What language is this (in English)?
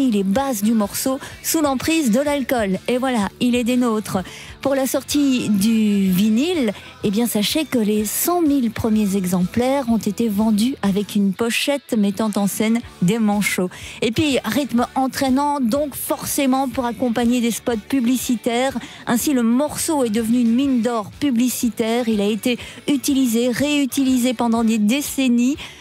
French